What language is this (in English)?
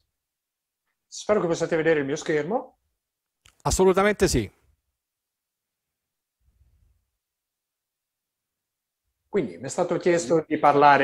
Italian